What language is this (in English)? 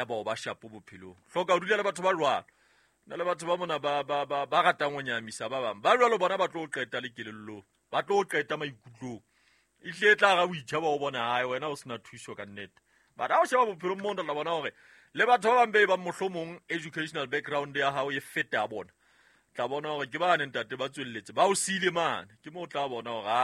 Southern Sotho